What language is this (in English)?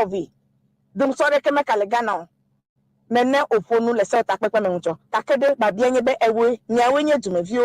Ewe